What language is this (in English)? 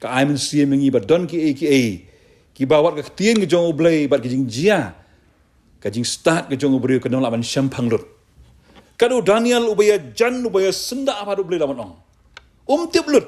Khasi